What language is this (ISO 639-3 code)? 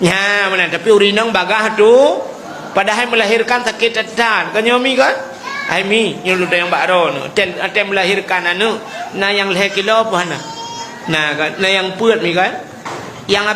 ace